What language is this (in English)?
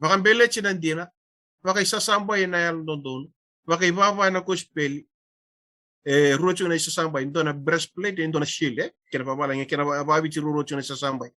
Fijian